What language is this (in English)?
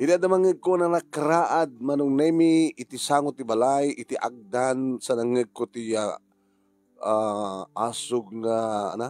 Iloko